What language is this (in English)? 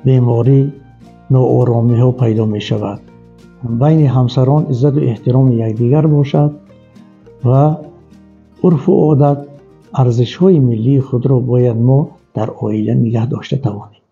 Tajik